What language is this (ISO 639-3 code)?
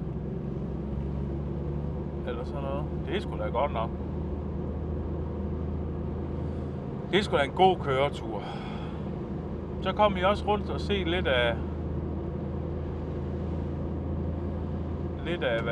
dan